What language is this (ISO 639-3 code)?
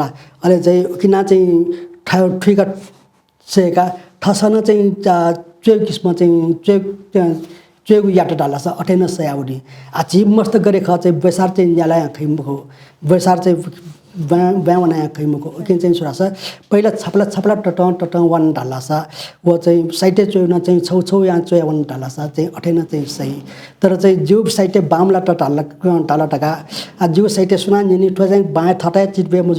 new